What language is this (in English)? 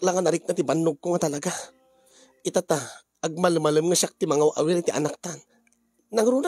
Iloko